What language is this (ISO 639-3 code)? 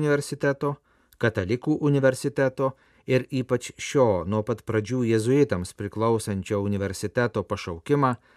lit